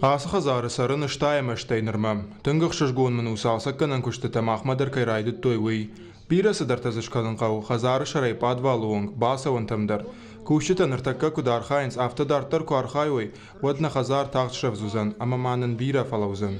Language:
Ossetic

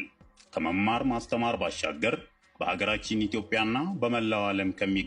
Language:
Amharic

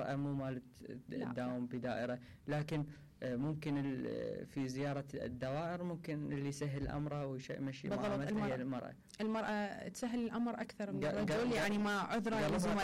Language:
Mesopotamian Arabic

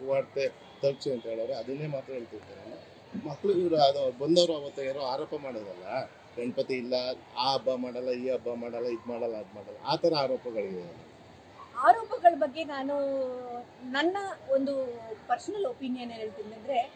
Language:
Kannada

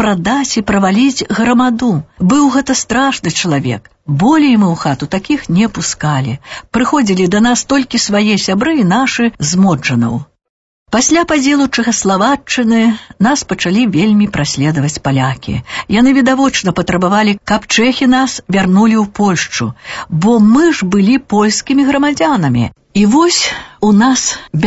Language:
Belarusian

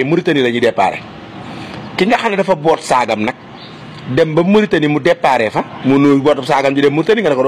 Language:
Wolof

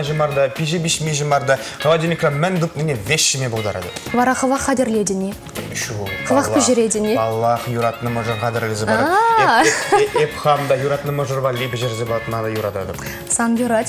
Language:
Chuvash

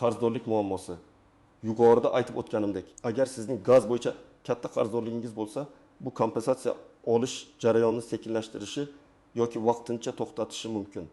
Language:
Uzbek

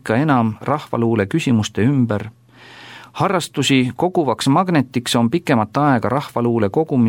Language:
Estonian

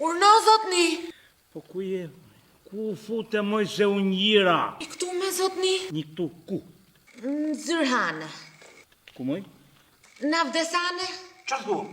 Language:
Albanian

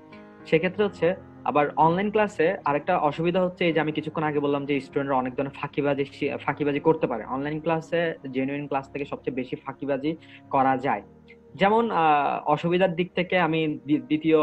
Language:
Bangla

